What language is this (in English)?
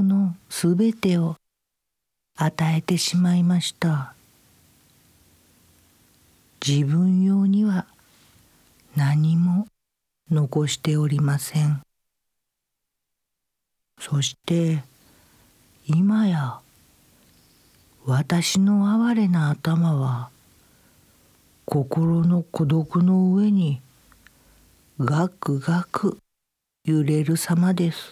Japanese